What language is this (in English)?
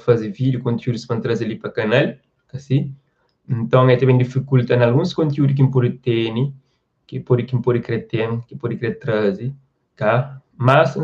Kabuverdianu